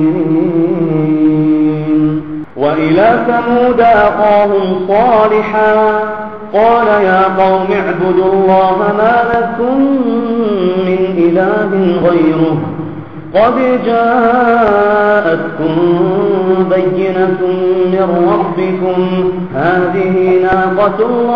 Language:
Arabic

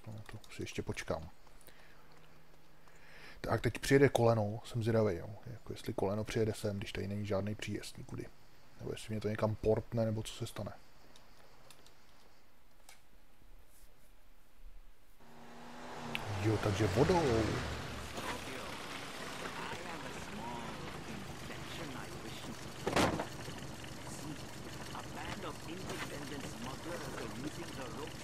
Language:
Czech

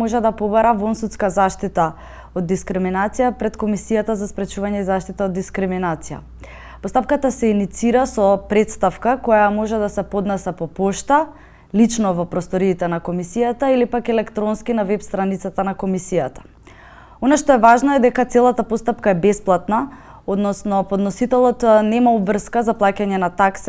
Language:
Macedonian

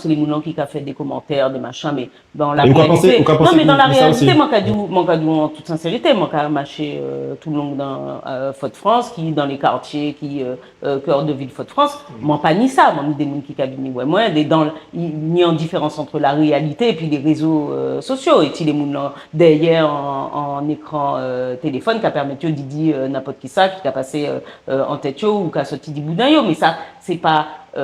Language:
Guadeloupean Creole French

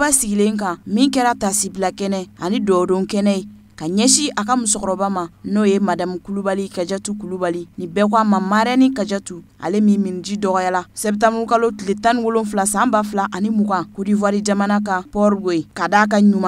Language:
Bambara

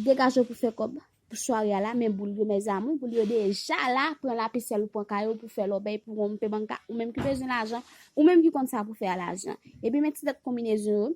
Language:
Haitian Creole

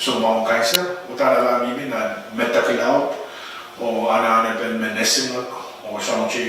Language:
Pohnpeian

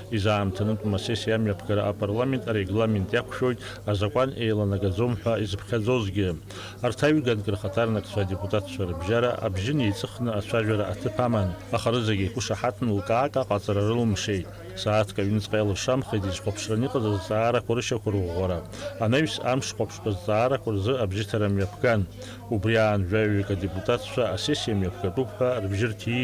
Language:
Abkhazian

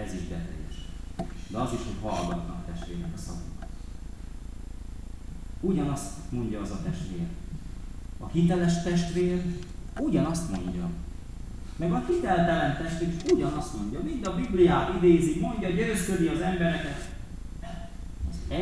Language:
Hungarian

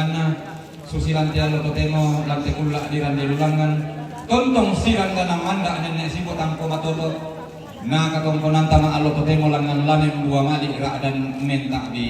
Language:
Toraja-Sa'dan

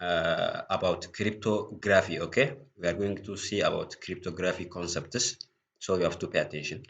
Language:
English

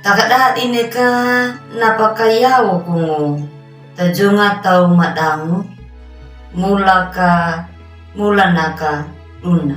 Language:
Anakalangu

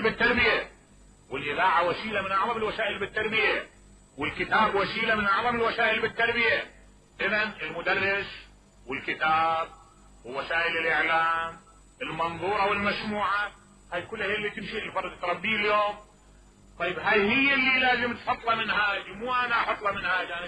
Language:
Mesopotamian Arabic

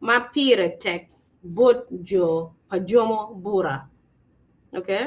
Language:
Acoli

